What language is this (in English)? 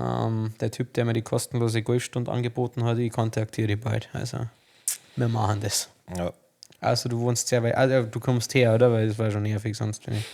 Bavarian